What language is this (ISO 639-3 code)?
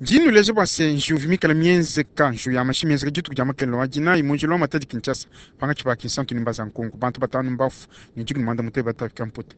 lua